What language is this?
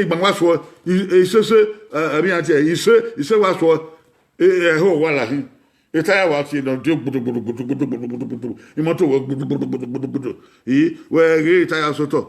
Bini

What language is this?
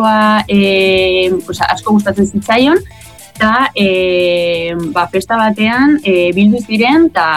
Basque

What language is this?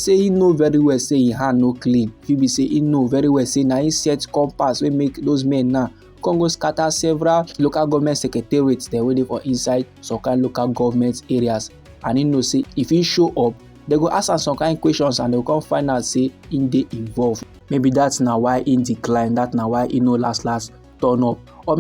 Nigerian Pidgin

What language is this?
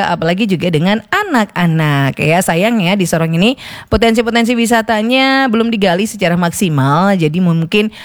Indonesian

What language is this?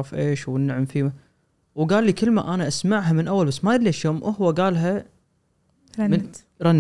Gulf Arabic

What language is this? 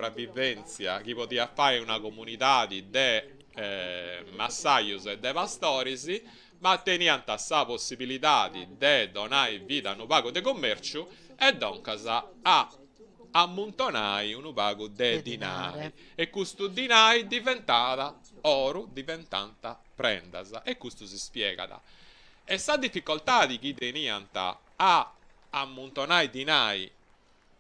Sardinian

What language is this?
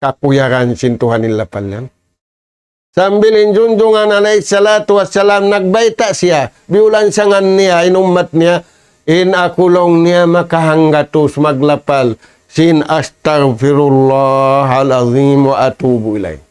Tausug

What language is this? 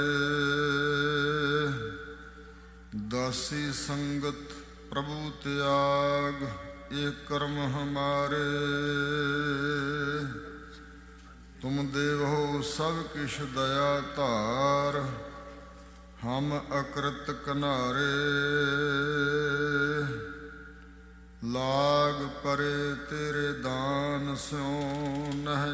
Punjabi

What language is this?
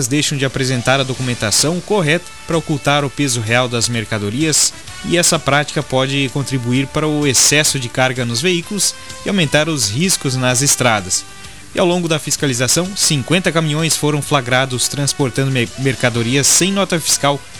Portuguese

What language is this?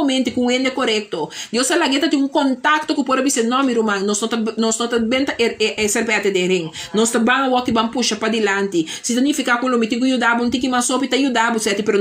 Papiamento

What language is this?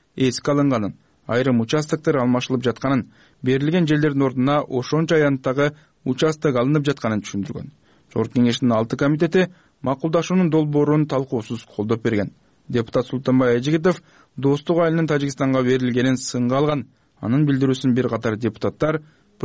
Kyrgyz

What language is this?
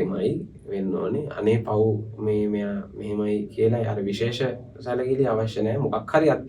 Sinhala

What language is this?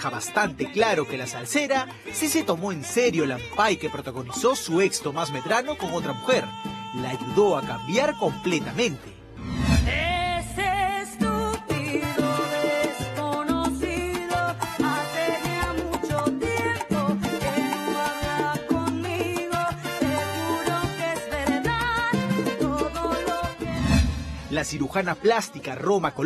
Spanish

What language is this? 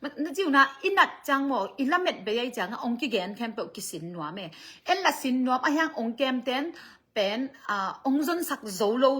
Tedim Chin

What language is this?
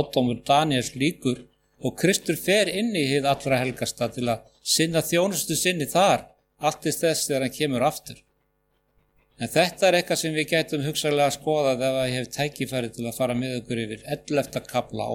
Icelandic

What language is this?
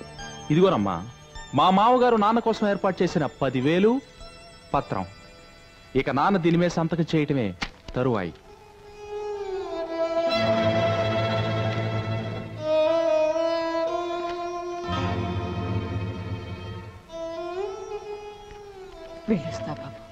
Telugu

